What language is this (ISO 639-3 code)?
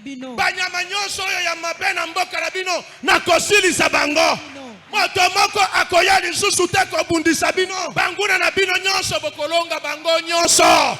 lin